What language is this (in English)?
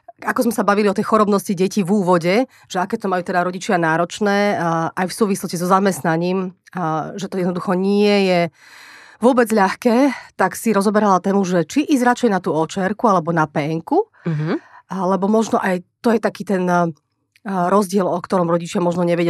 Slovak